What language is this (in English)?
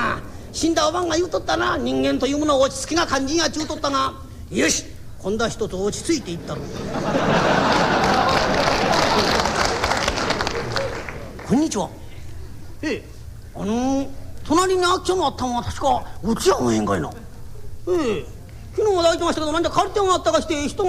Japanese